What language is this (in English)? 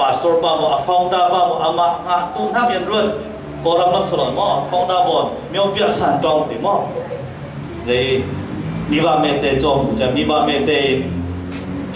Falam Chin